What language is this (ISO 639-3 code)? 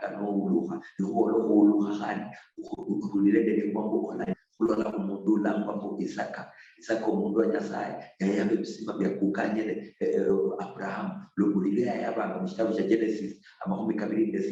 luy